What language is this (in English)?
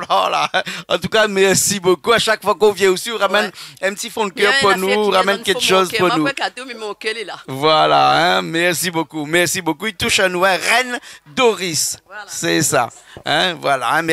Réunion Creole French